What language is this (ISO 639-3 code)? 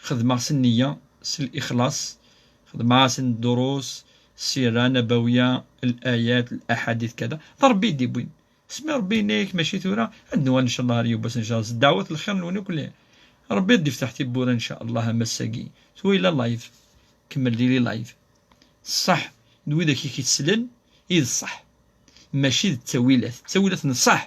kab